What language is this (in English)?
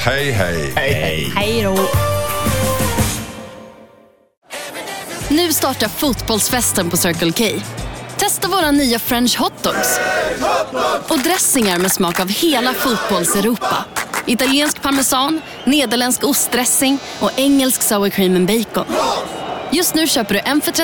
Swedish